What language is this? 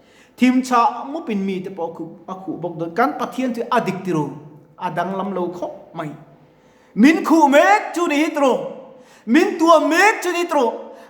Mizo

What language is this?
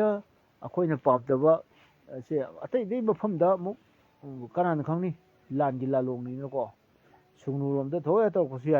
Manipuri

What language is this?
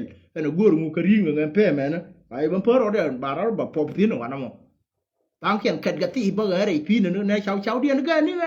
Nuer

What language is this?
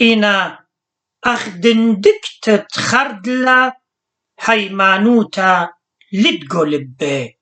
Assyrian Neo-Aramaic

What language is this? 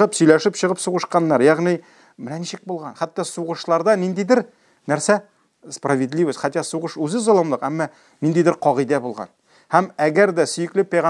Tatar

